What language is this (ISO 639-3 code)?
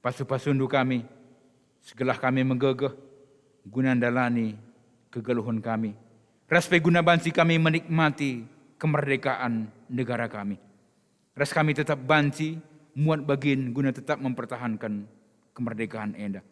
btx